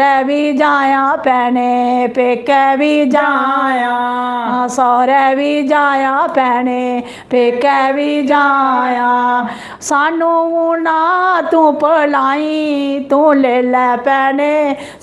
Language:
Dogri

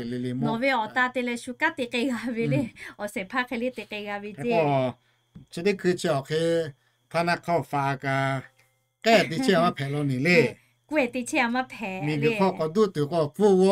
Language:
Lahu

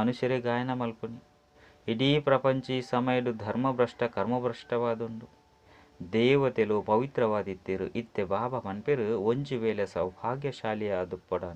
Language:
Tulu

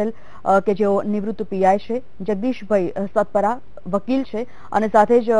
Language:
Gujarati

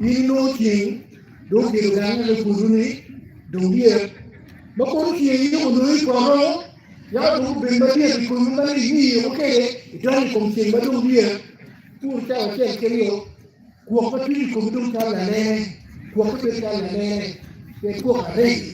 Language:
Acoli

